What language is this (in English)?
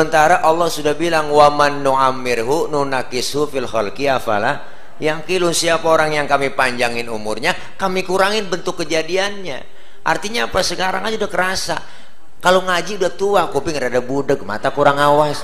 Betawi